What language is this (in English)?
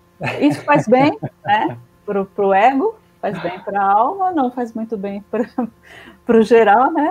Portuguese